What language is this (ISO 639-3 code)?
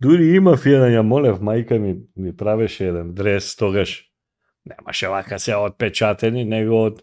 mkd